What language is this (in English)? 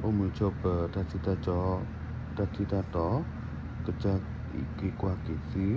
S'gaw Karen